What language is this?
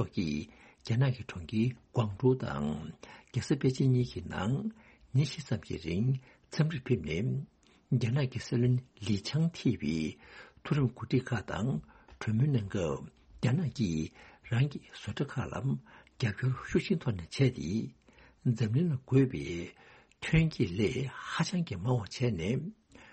Tibetan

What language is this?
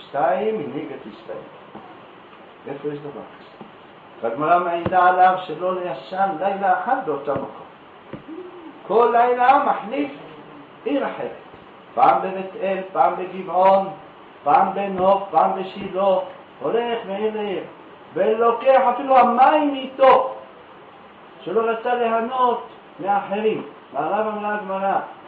Hebrew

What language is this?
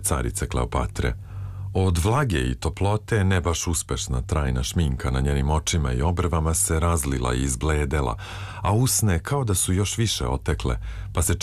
Serbian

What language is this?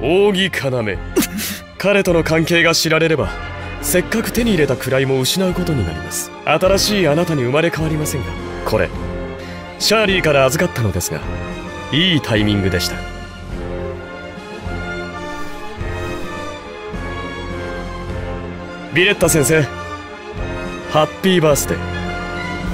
Japanese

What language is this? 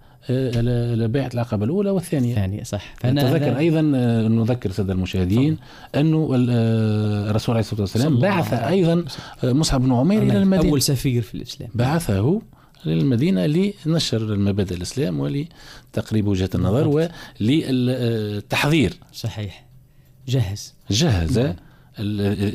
Arabic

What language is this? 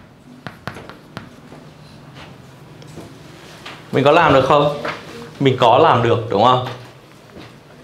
Vietnamese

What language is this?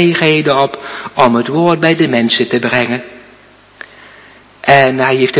Dutch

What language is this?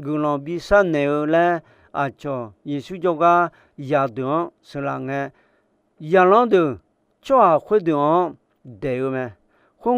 Akha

